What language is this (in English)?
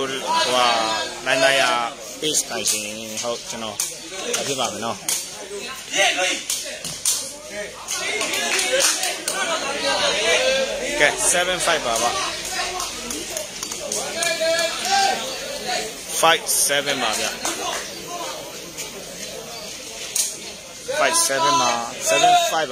Burmese